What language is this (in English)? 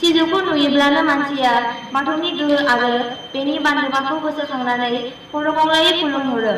Bodo